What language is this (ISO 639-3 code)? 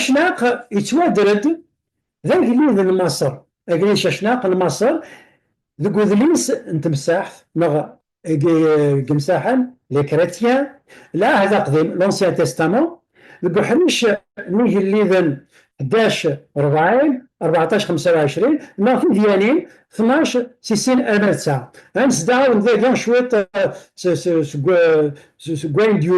kab